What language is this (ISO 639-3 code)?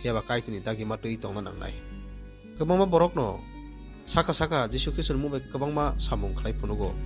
trp